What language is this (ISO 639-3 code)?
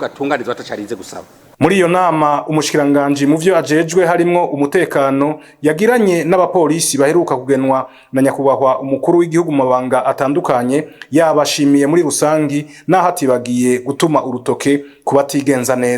run